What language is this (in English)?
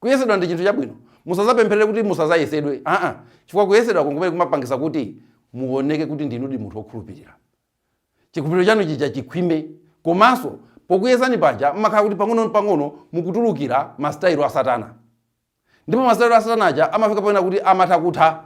Nyanja